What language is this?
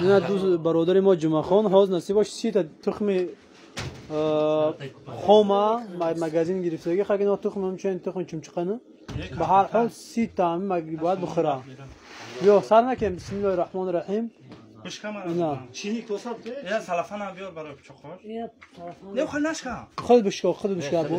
Tajik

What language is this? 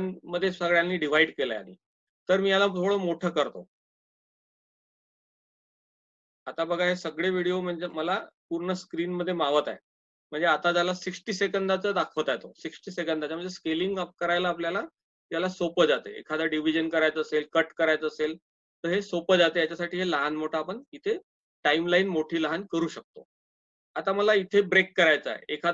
Marathi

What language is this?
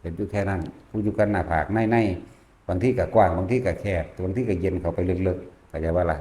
Northeastern Thai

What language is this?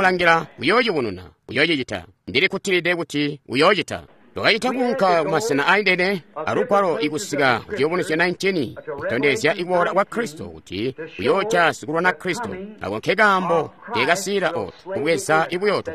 Tonga (Zambia)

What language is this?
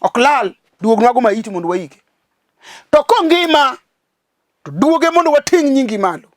Luo (Kenya and Tanzania)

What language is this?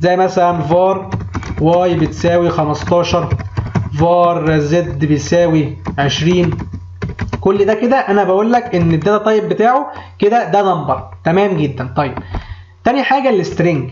Egyptian Arabic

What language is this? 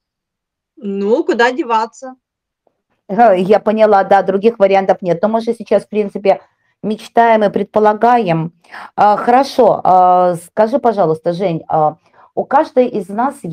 Russian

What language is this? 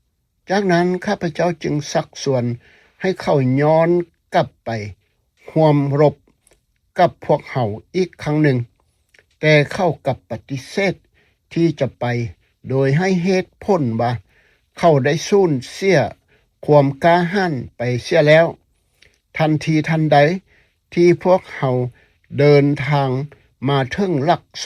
Lao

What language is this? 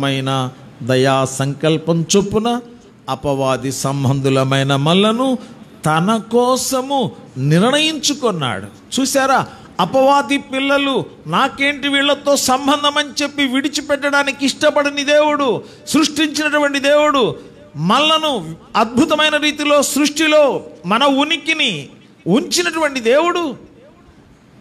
Telugu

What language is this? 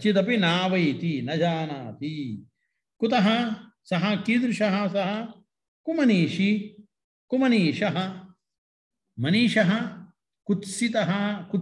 Sanskrit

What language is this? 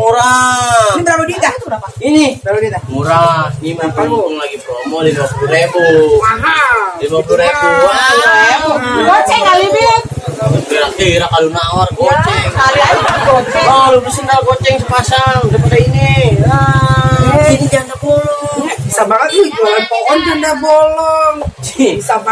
Betawi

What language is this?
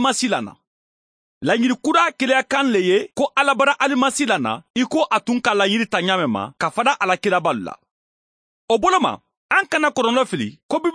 Mandingo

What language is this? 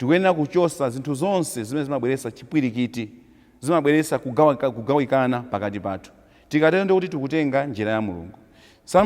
Nyanja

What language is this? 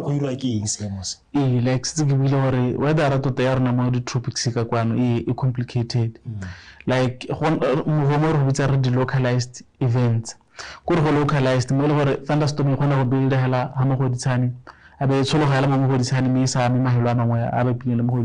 Tswana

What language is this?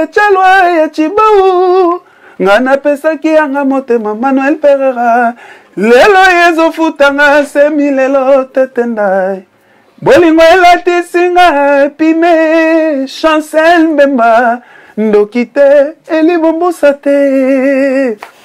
Lingala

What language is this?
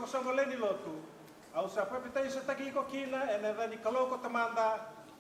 Fijian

